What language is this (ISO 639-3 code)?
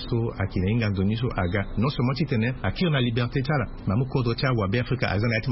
sag